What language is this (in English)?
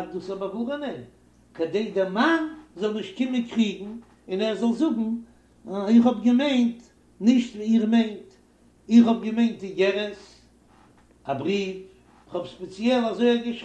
Yiddish